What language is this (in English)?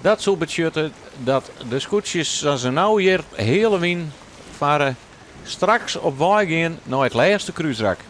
Western Frisian